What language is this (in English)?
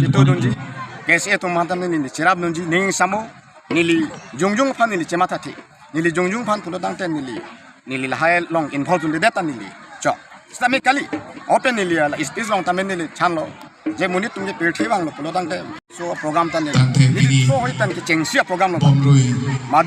Karbi